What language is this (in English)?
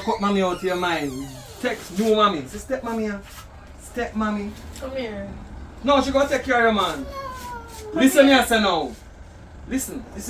Jamaican Creole English